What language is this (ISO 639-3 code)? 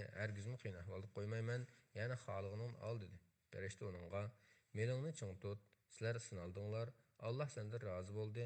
uig